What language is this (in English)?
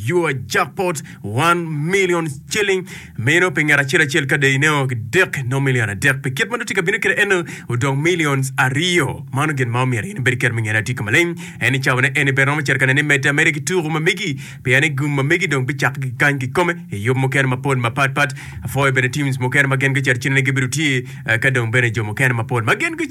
Acoli